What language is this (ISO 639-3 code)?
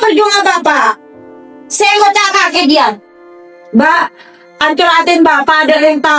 mad